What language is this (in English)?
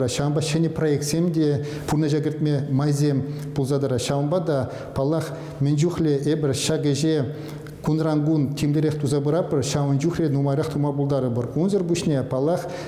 Chuvash